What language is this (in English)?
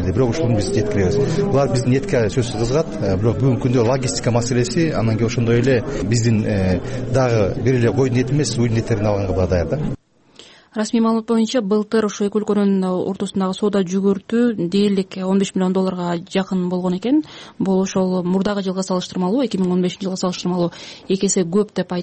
Kyrgyz